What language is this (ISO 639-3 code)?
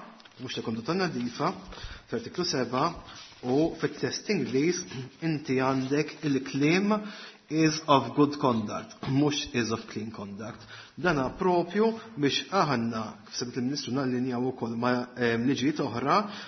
mlt